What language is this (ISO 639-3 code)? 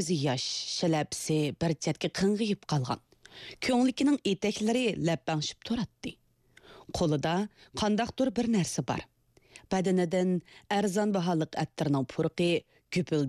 uig